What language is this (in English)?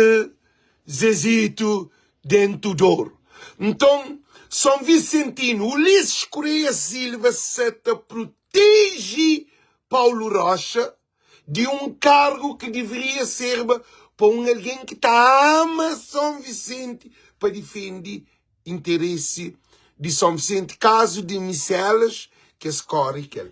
Kabuverdianu